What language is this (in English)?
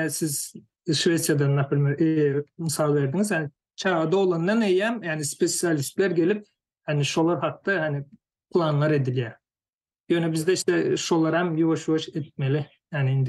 Turkmen